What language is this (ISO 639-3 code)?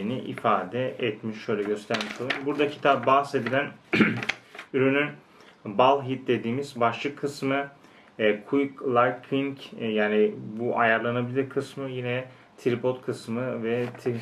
tur